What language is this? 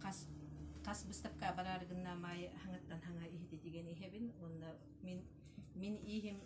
Yakut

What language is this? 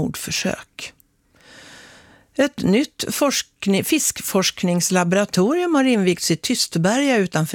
Swedish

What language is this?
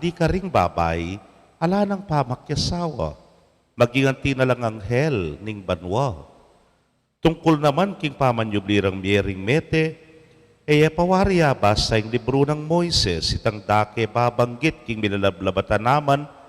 Pampanga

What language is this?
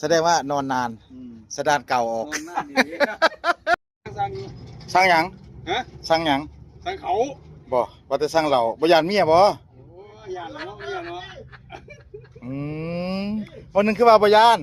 Lao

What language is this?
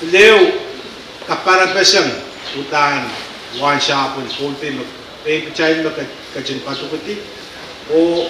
Pohnpeian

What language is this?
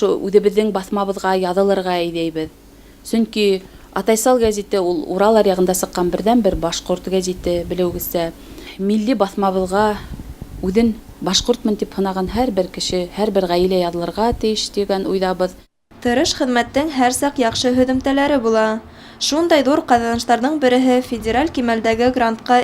Bashkir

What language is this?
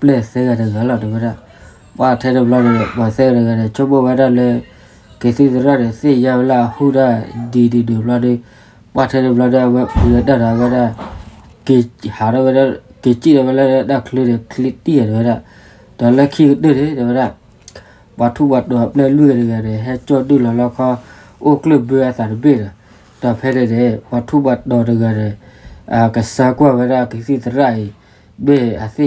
S'gaw Karen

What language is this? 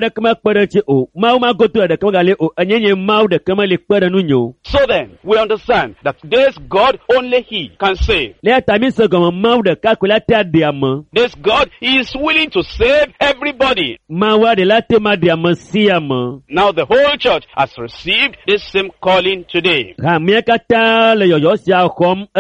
Ewe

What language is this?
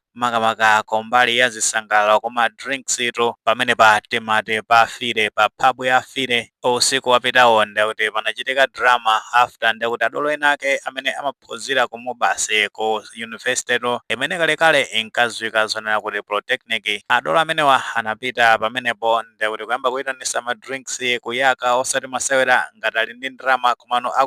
Nyanja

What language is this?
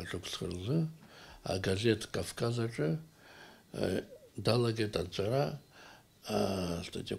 Abkhazian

